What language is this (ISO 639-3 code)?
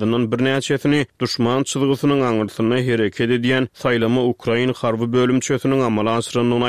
tuk